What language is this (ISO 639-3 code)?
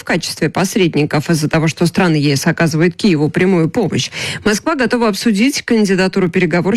rus